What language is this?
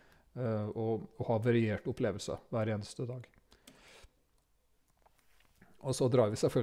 Norwegian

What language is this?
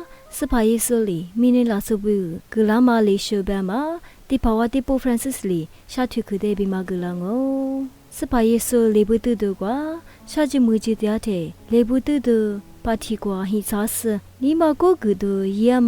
Lisu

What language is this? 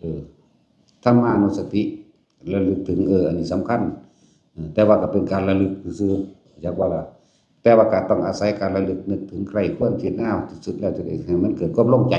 Northeastern Thai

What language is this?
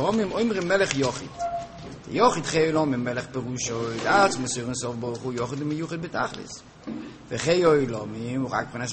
Hebrew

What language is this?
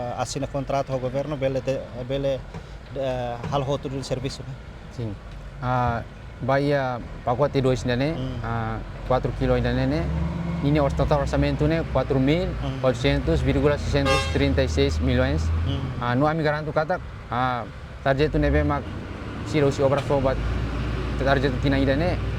Tetum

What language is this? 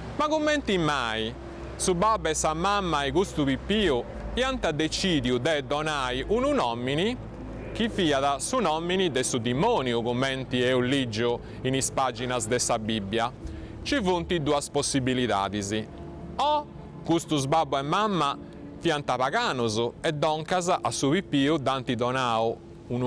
Sardinian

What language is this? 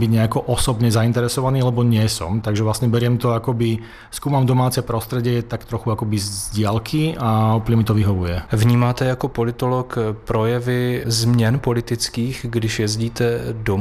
Slovak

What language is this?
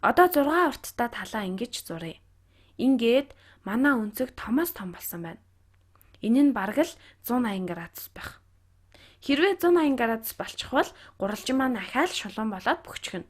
Mongolian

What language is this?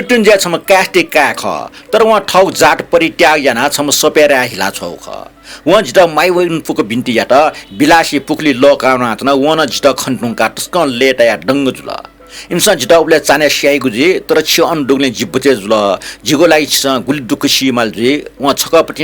Newari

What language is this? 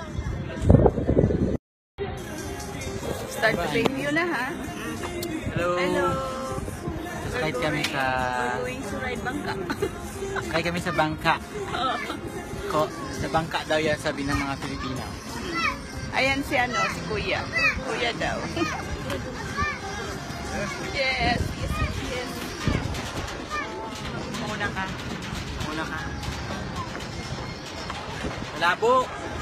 Filipino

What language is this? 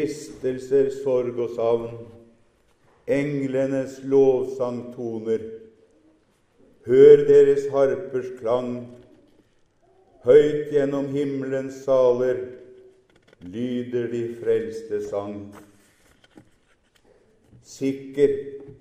Norwegian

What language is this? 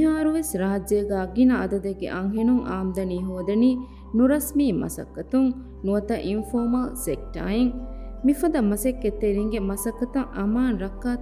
Divehi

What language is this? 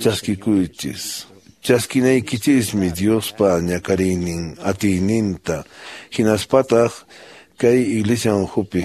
Quechua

